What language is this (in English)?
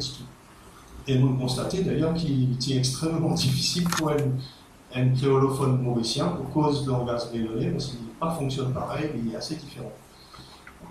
Morisyen